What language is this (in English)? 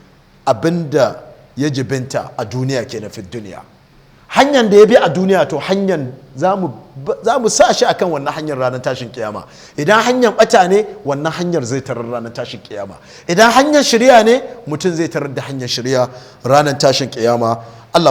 Hausa